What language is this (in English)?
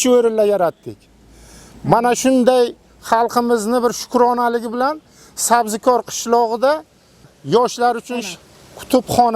Uzbek